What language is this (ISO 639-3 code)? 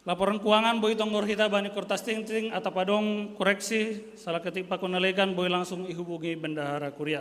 bts